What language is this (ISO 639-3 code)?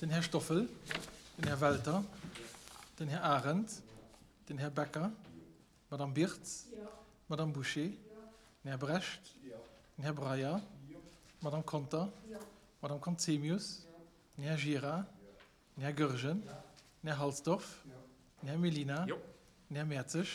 ltz